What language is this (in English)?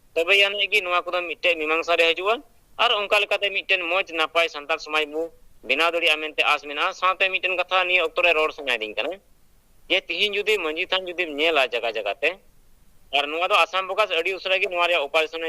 Santali